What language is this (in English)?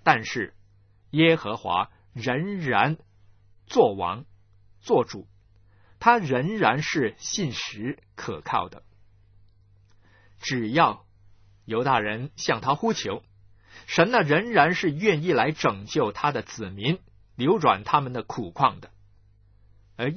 Chinese